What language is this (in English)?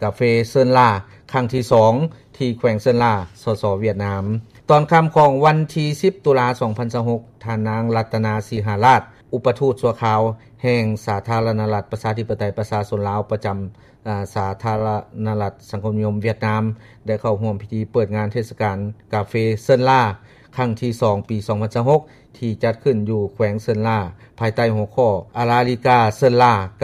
Lao